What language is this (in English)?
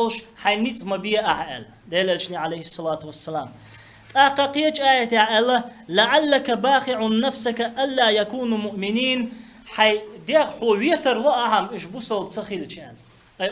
Chechen